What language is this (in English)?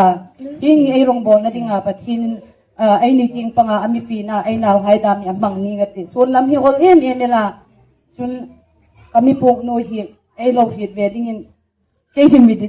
Hmar